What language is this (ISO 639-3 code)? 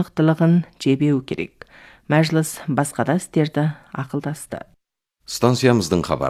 kaz